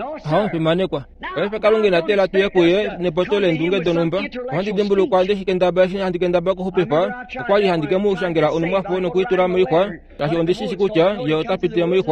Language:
Kuanyama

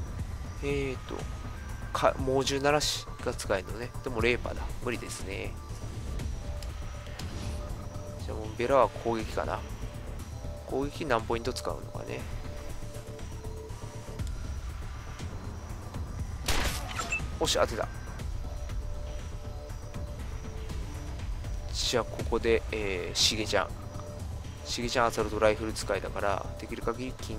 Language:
Japanese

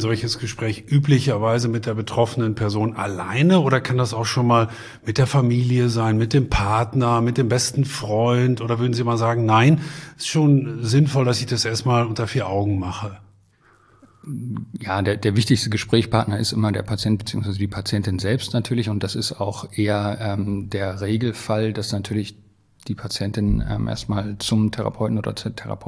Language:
German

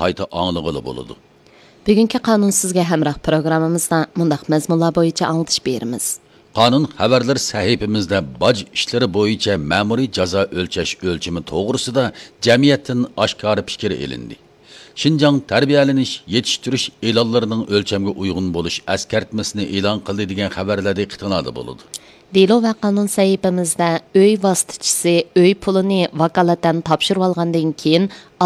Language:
Uyghur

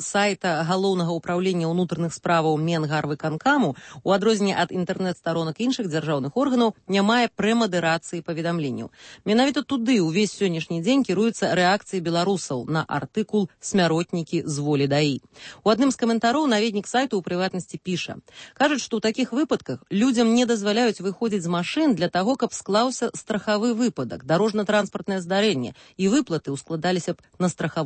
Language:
Belarusian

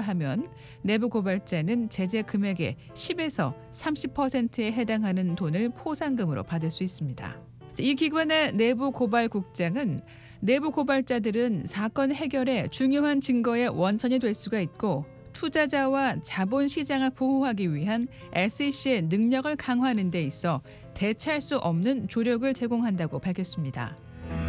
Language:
Korean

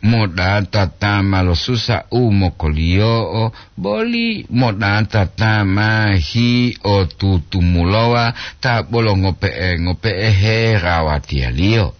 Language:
Gorontalo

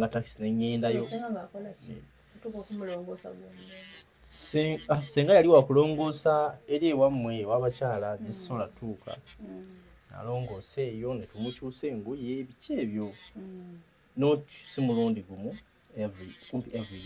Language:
Ganda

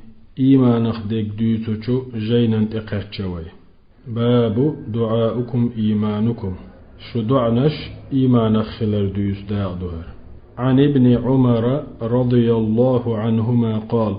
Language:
Chechen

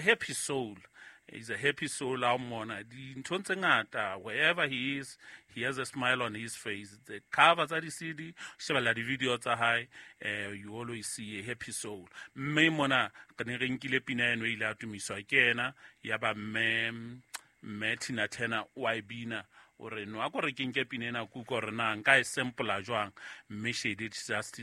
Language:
Southern Sotho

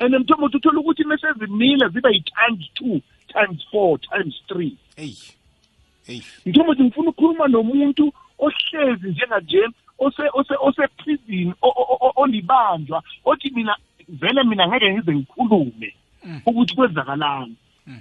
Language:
South Ndebele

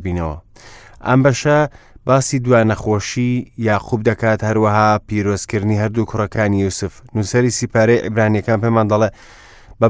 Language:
Central Kurdish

